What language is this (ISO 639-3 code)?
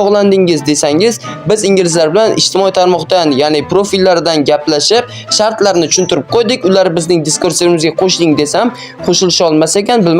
uzb